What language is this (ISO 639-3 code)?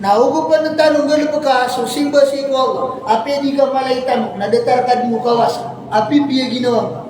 mrw